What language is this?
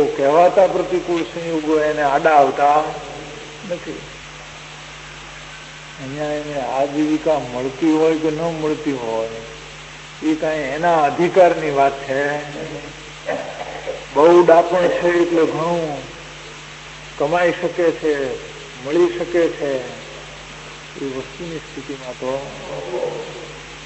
Gujarati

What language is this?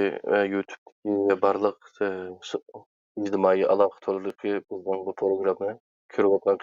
Uyghur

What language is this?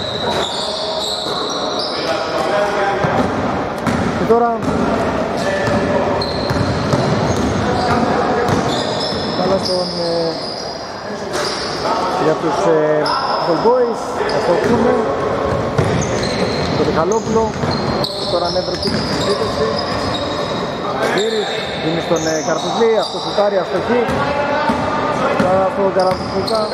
Greek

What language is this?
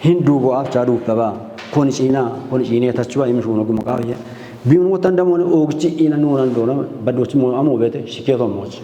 Kafa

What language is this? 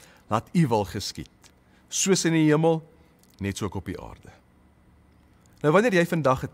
Afrikaans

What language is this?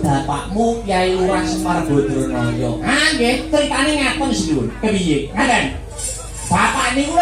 Javanese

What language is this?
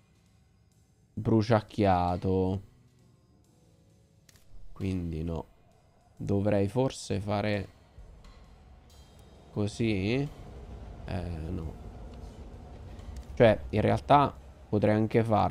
Italian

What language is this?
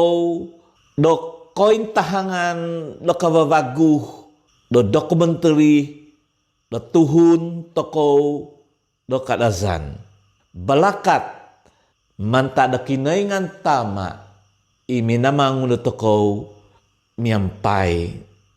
Central Dusun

